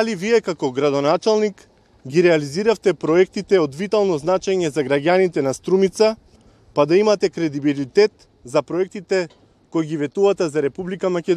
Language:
Macedonian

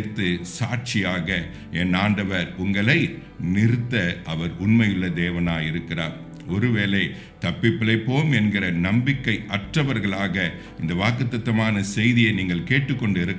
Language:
Tamil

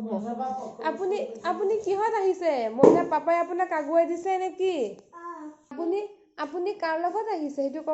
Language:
Assamese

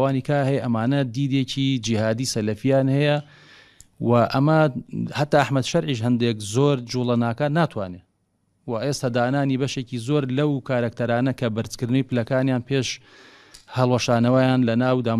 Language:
Central Kurdish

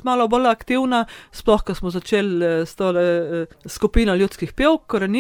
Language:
Slovenian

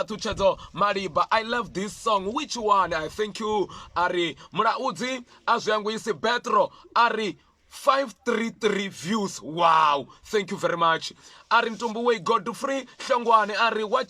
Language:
Venda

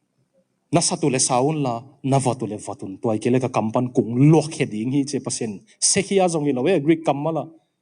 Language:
Tedim Chin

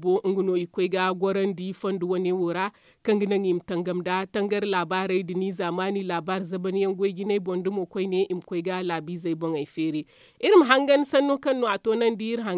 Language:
Zarma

